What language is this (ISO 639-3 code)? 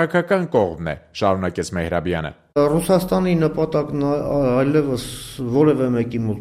hye